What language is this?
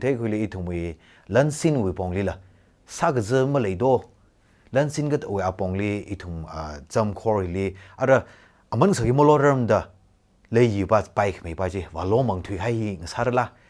Tangkhul Naga (India)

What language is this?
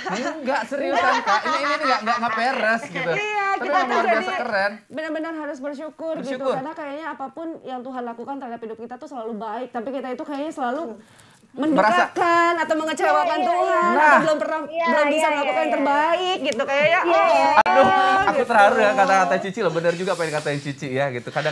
Indonesian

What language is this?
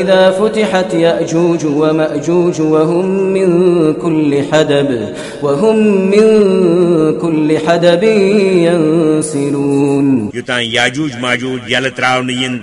Kashmiri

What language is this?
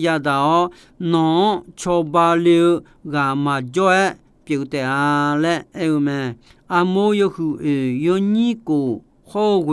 Akha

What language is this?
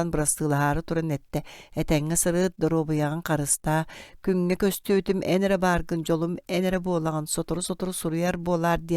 Yakut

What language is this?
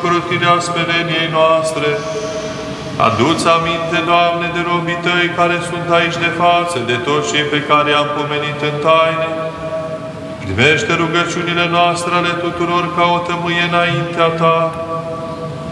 Romanian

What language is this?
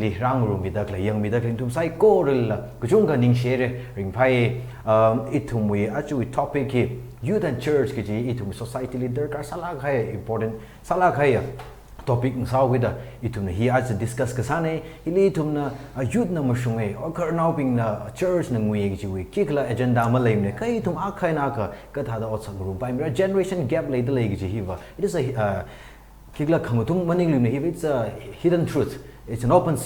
Tangkhul Naga (India)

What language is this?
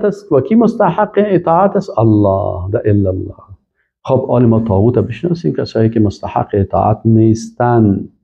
Persian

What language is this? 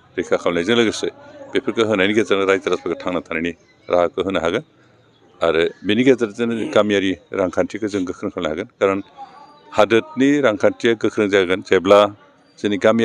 Bodo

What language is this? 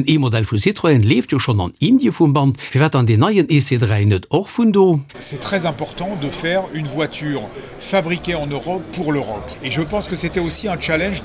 Luxembourgish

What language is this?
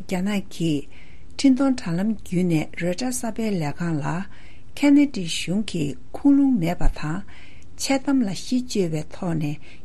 Tibetan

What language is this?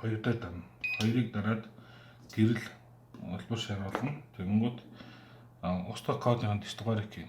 Mongolian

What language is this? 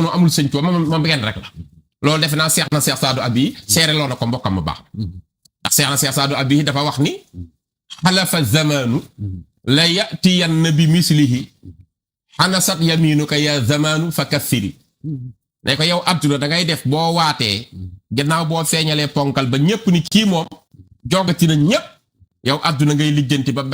Wolof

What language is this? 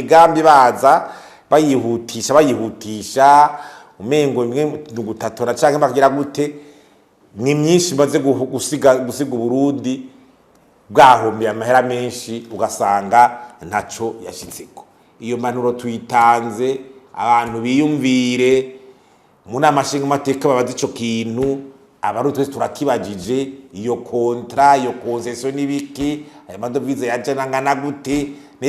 Rundi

